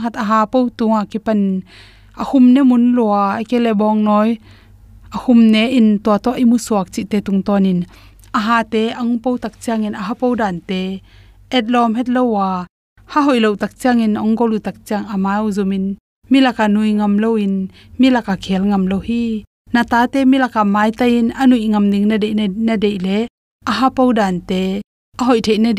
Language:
Tedim Chin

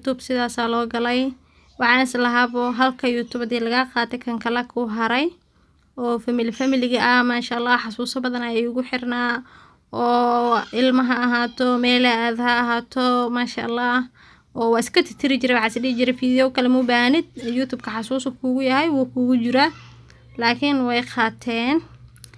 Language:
Somali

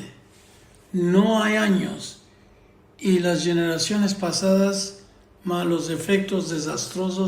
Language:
Ladino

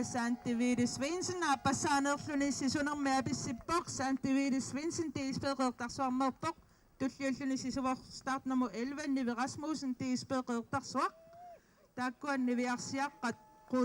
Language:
Kalaallisut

